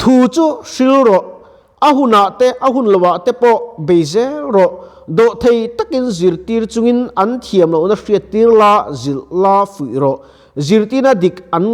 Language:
Mizo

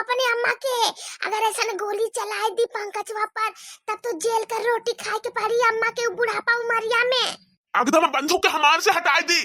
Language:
Bhojpuri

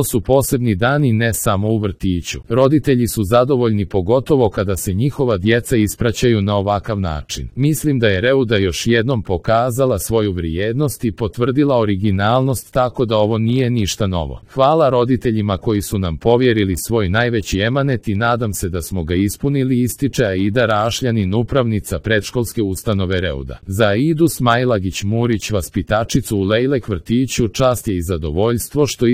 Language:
Croatian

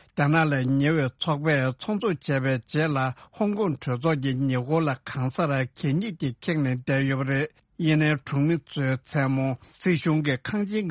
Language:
Tibetan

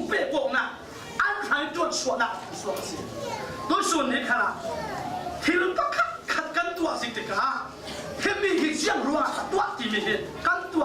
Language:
Falam Chin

